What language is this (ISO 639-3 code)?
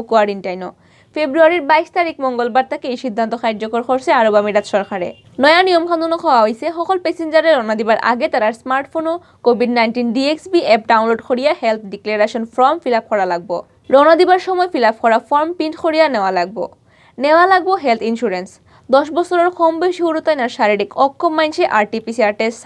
syl